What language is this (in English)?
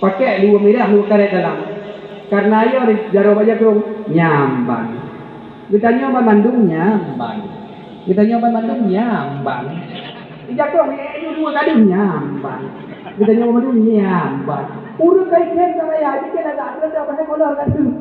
Achinese